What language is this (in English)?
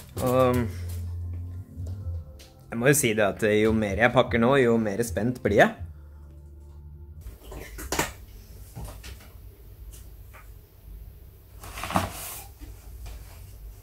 Norwegian